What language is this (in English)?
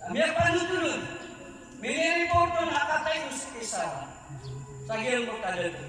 Maranao